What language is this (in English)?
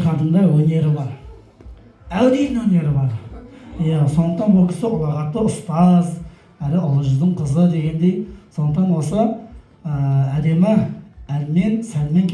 Kazakh